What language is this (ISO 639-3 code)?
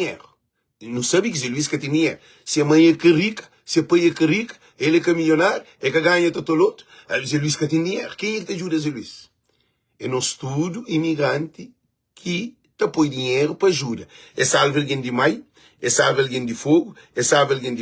kea